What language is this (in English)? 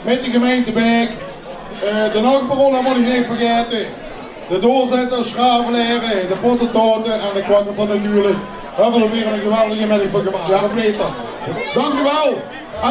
Limburgish